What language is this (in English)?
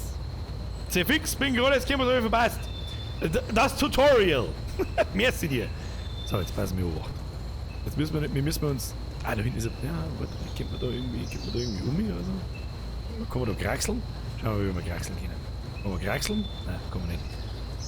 Bavarian